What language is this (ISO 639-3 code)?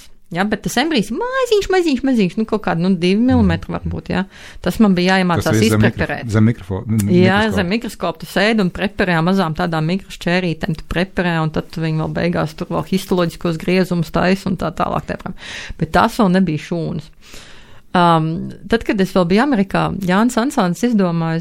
lav